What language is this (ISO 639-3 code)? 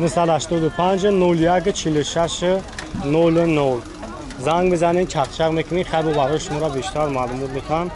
tgk